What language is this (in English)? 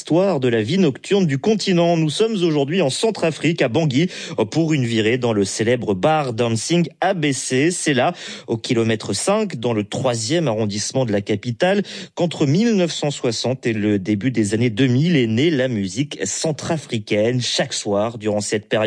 French